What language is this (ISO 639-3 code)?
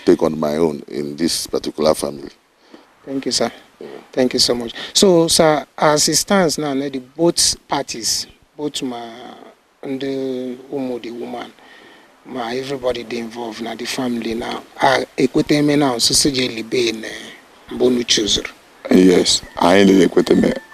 ibo